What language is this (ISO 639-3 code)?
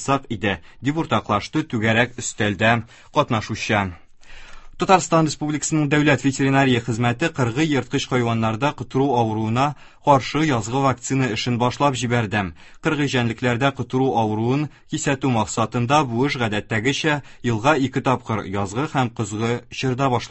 tat